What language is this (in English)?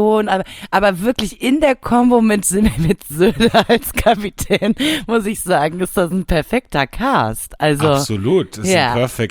German